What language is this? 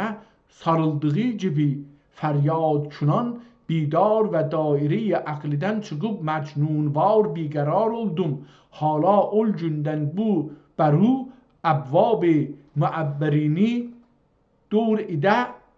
South Azerbaijani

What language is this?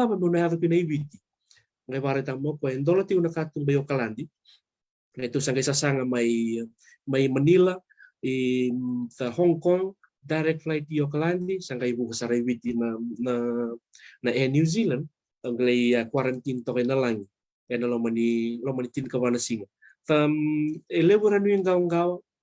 Fijian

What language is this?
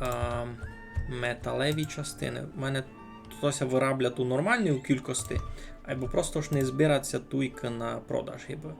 Rusyn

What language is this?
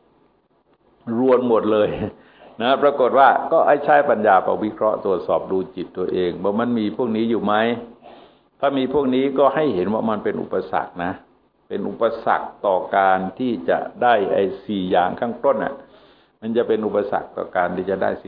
Thai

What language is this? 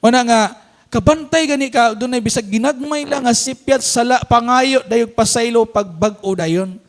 Cebuano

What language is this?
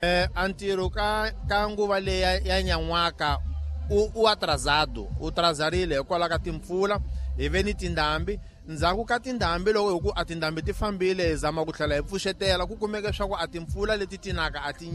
Tsonga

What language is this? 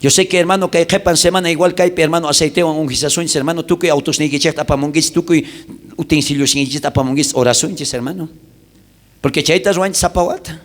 South Bolivian Quechua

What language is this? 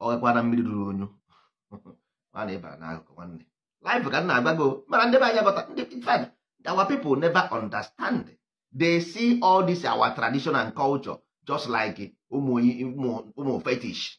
Igbo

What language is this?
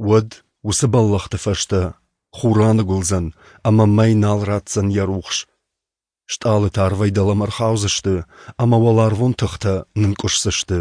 Ossetic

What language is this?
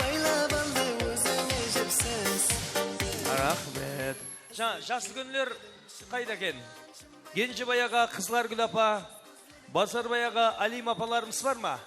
Kara-Kalpak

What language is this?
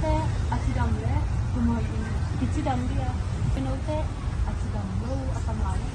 Tedim Chin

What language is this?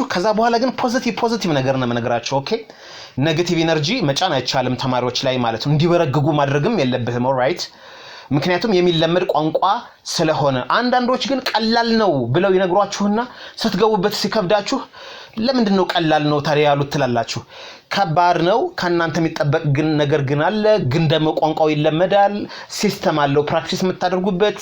Amharic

